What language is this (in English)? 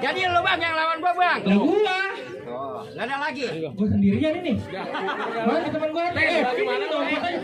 Betawi